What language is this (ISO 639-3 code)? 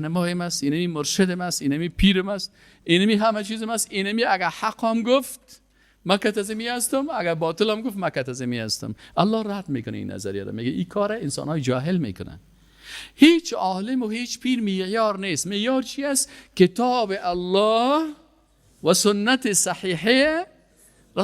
fas